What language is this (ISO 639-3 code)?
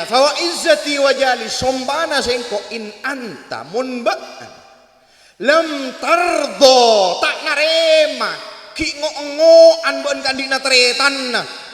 mad